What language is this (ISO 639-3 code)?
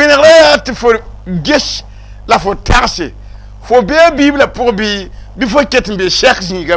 mos